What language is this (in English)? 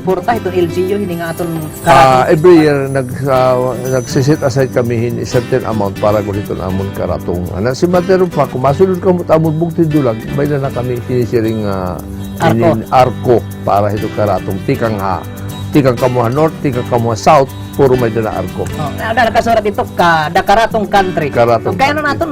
Waray